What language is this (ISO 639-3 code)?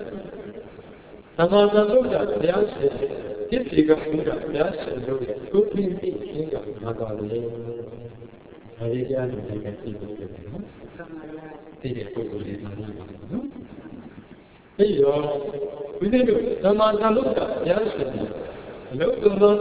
mya